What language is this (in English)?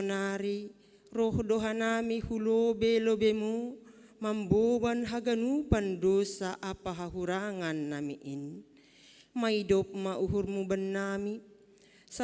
Batak Simalungun